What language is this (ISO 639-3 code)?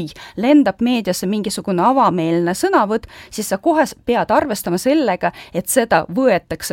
est